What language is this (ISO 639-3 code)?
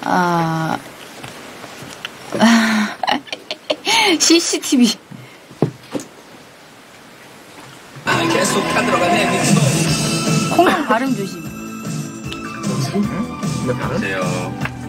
kor